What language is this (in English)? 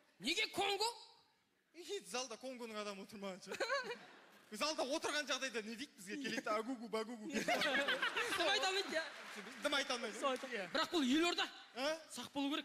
Kazakh